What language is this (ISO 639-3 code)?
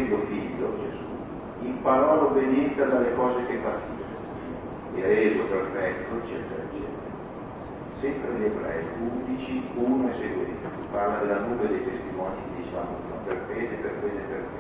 ita